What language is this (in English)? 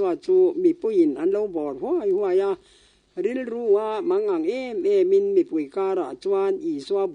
Mizo